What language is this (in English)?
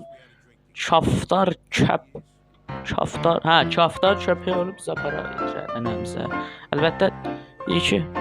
South Azerbaijani